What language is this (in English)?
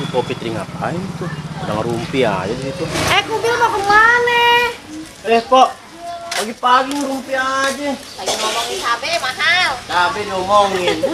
Betawi